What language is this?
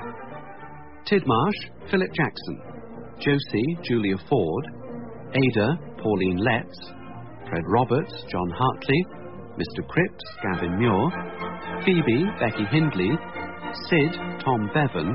English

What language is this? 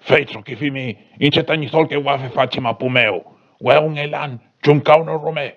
Mapuche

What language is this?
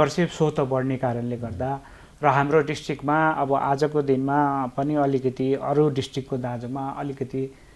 Nepali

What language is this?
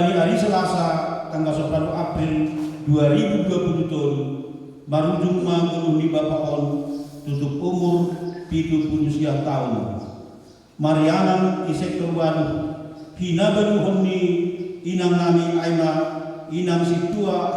Batak Simalungun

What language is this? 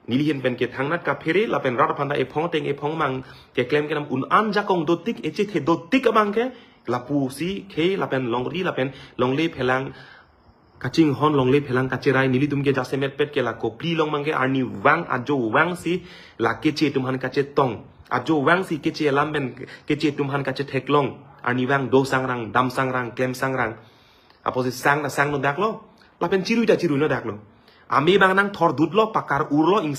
Karbi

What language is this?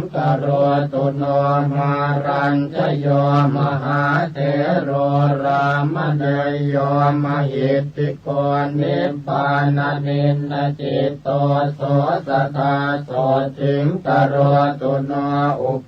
Pali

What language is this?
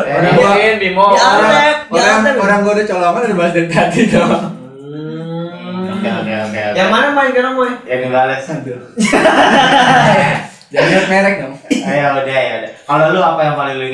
Indonesian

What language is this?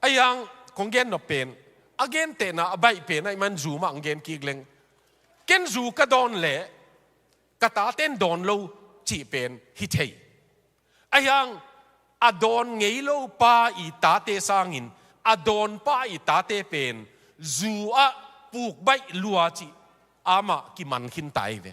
Tedim Chin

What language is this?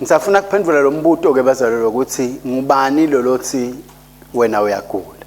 Swati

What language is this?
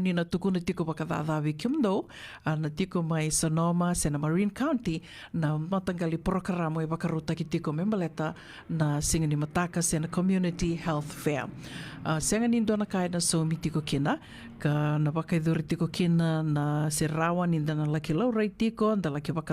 Fijian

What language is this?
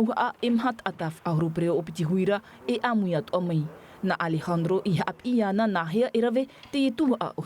Tahitian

